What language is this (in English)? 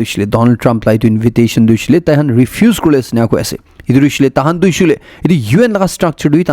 Naga Pidgin